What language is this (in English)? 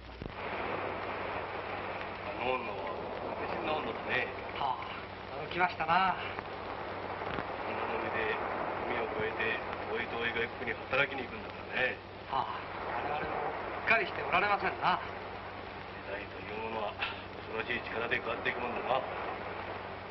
Japanese